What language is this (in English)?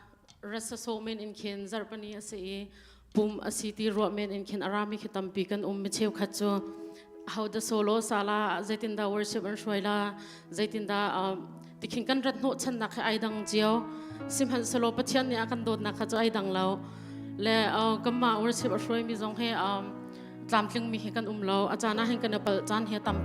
Hakha Chin